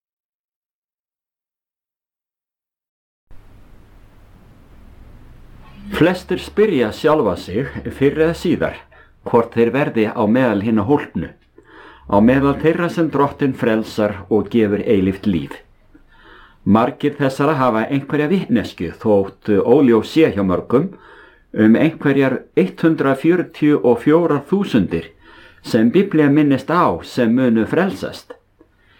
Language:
Icelandic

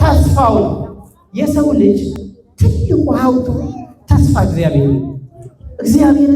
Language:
Amharic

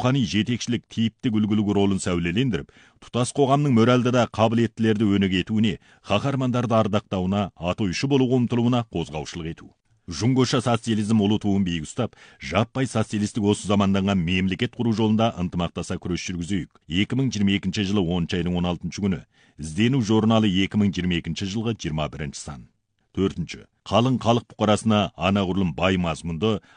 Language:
Kazakh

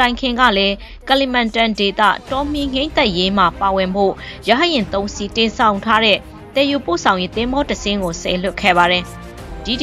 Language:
Burmese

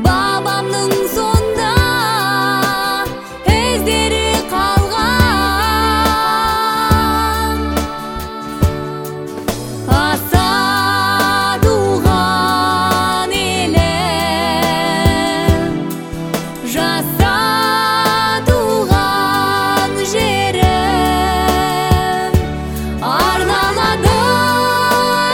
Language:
Kazakh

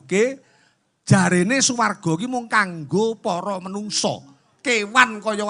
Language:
Javanese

